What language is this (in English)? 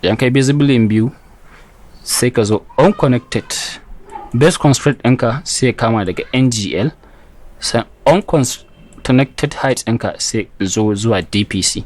Hausa